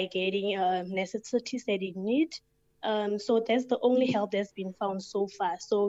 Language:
English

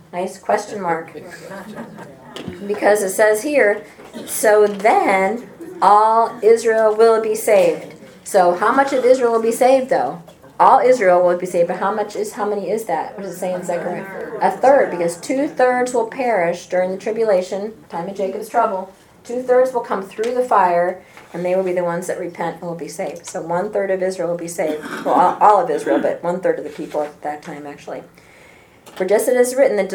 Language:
English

